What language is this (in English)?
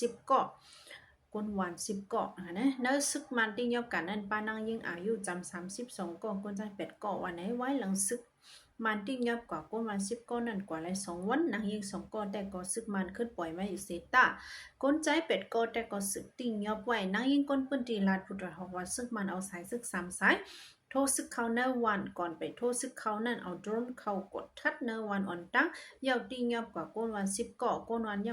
Shan